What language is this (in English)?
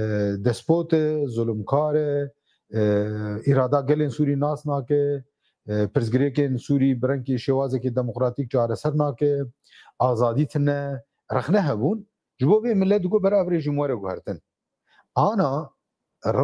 Kurdish